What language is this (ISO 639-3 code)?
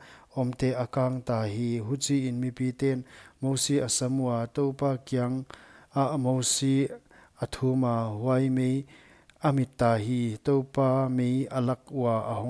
pck